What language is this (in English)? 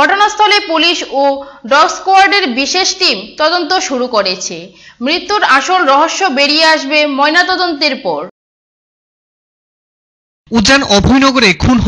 Bangla